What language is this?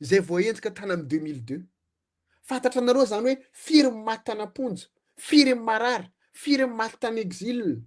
Malagasy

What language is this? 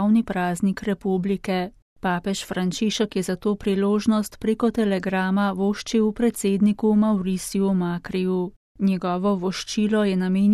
Slovenian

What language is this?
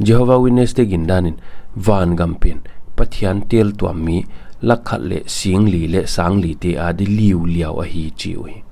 Paite Chin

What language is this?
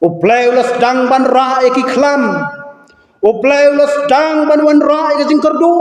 Khasi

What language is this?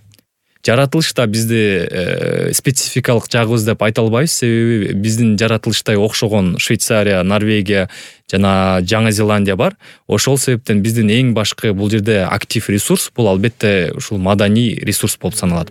Kyrgyz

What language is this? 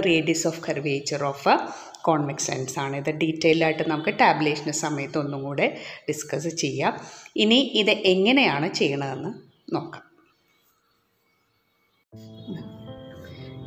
Malayalam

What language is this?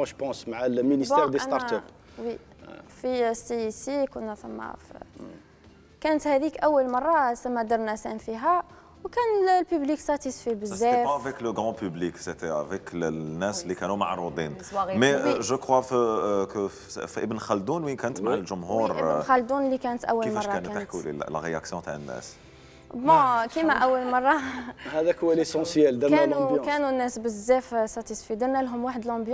Algerian Arabic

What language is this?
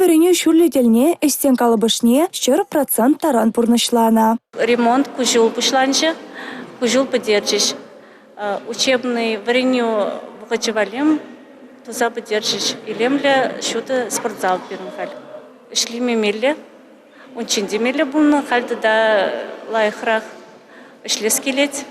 Chuvash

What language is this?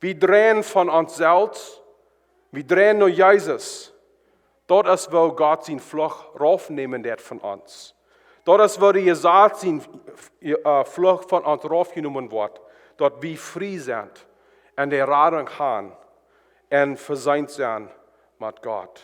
Plautdietsch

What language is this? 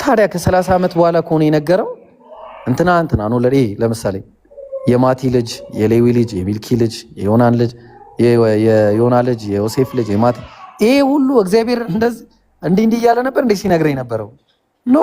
Amharic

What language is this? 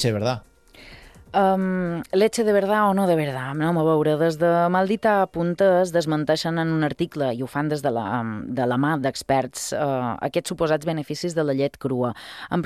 Catalan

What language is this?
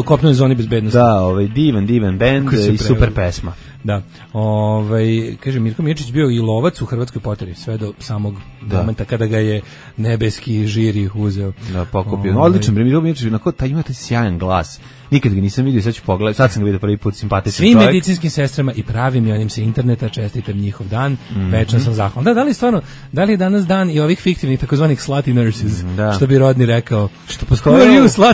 Serbian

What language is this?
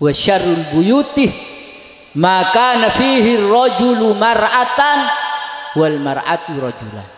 Madurese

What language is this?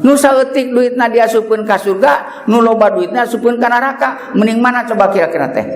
Sundanese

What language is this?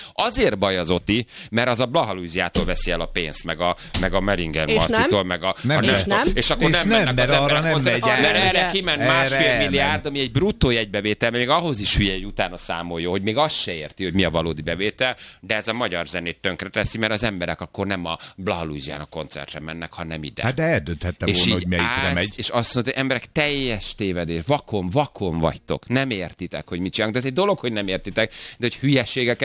Hungarian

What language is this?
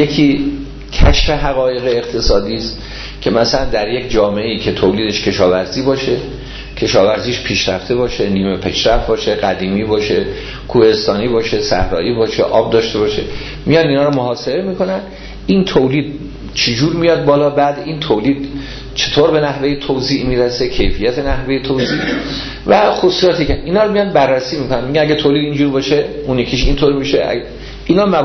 Persian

